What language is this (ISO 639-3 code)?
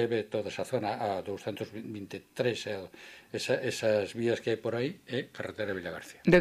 glg